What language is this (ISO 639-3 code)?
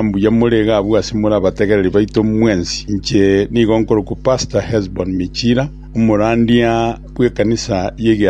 guz